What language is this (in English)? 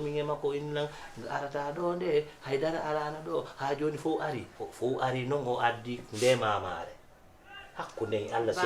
Fula